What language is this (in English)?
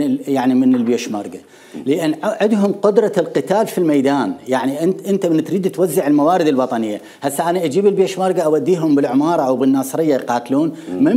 Mesopotamian Arabic